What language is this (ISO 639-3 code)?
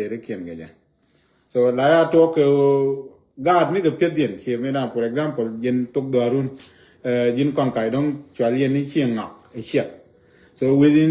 nus